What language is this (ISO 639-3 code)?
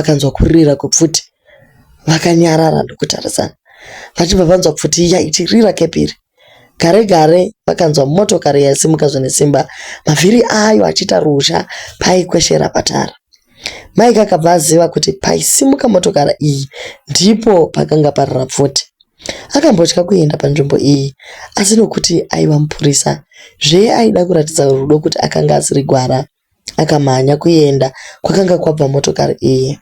sna